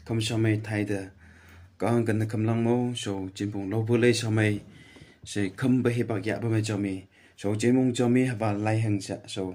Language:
Phom Naga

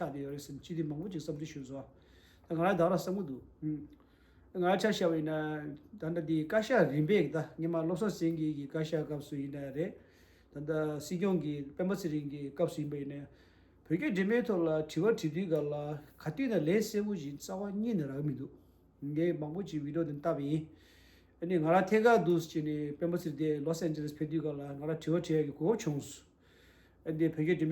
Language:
Tibetan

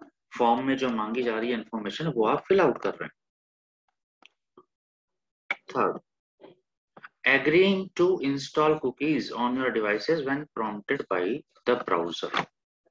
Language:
Hindi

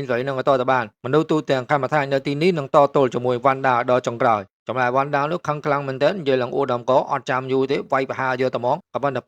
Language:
Khmer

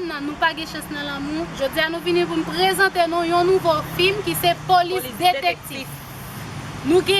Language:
Haitian Creole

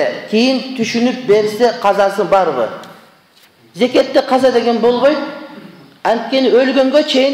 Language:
Kyrgyz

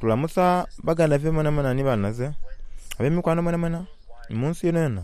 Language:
Soga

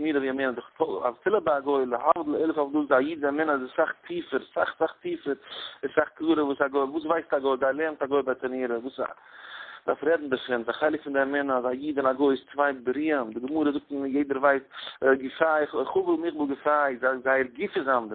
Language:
Yiddish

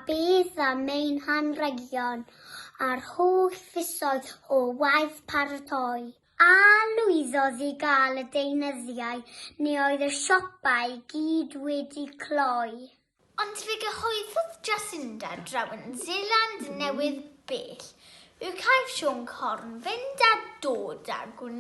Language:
Welsh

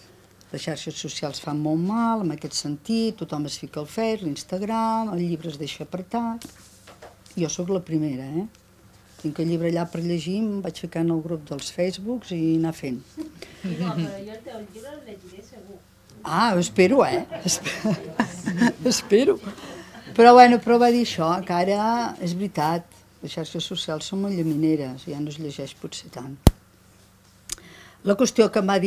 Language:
Catalan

